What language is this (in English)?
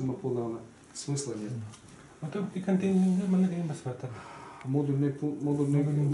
Yakut